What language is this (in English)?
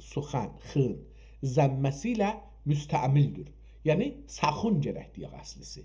South Azerbaijani